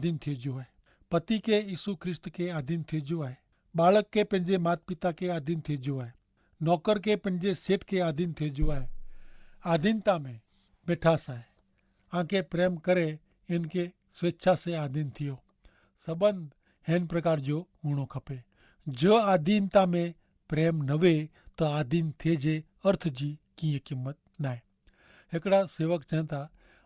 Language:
Kachhi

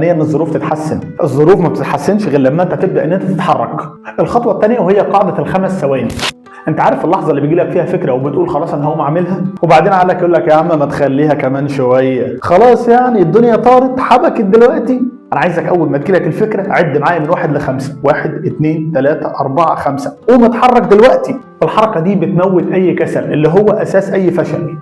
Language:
Egyptian Arabic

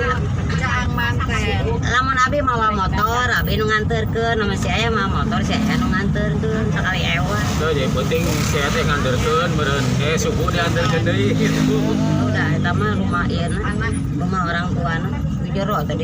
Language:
Sundanese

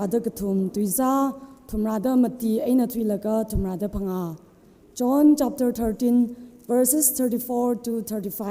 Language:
Tangkhul Naga (India)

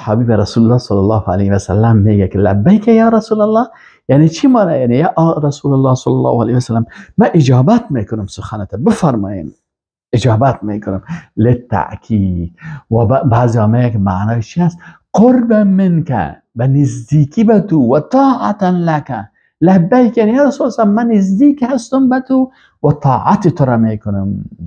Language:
Persian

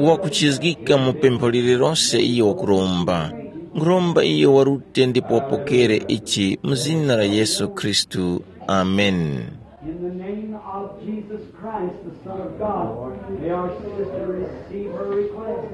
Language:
Tumbuka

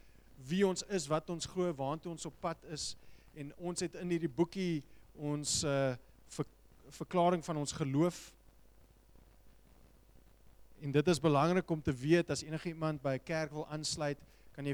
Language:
Afrikaans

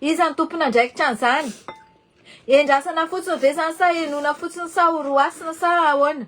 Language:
Malagasy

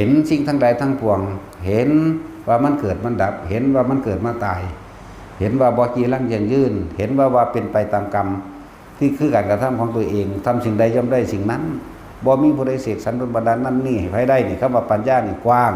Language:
Northeastern Thai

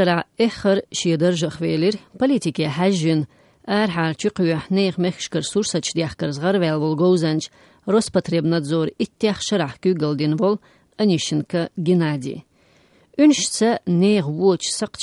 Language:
Chechen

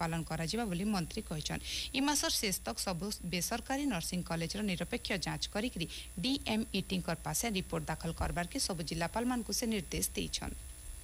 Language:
Odia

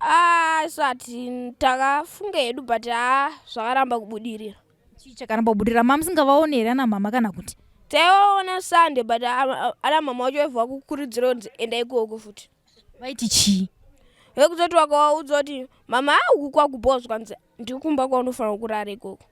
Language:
Shona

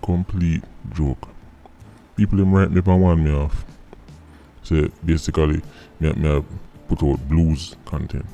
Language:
Jamaican Creole English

